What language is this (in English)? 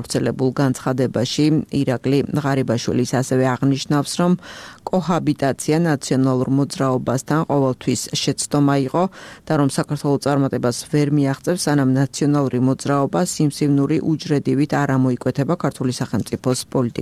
Georgian